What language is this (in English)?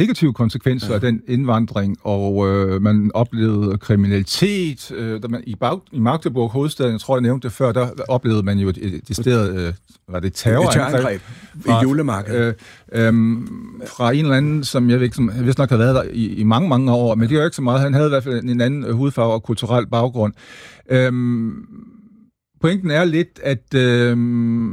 Danish